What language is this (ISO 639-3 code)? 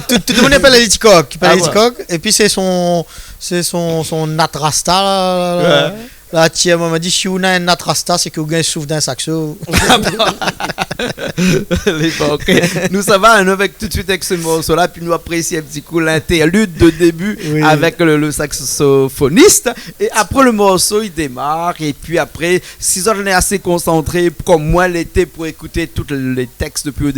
rcf